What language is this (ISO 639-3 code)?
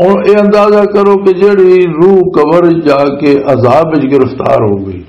lah